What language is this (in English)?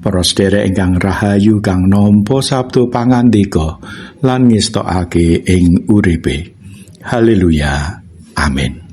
Javanese